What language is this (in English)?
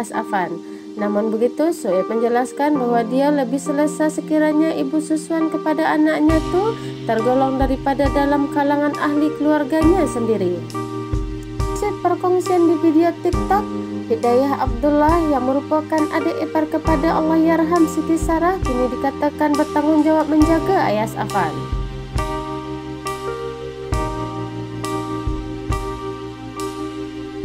Malay